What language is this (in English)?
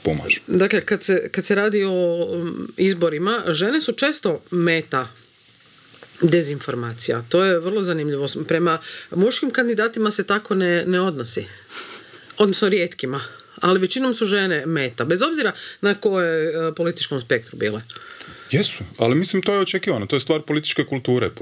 Croatian